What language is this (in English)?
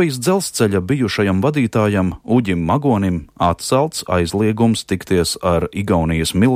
Latvian